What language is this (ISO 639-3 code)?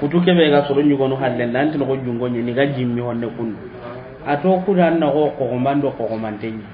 snk